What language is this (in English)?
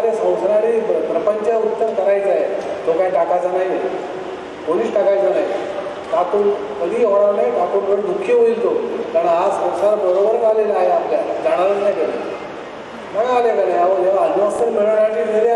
Marathi